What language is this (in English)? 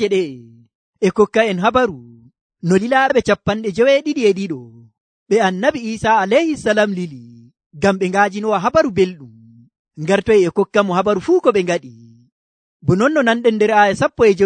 Nigerian Fulfulde